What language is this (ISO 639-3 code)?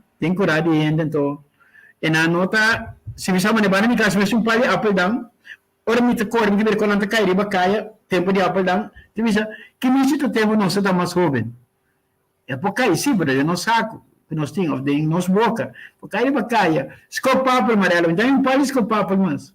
pap